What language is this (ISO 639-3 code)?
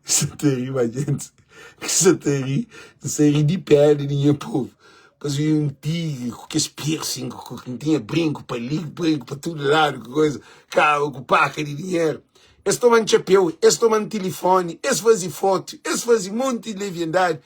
kea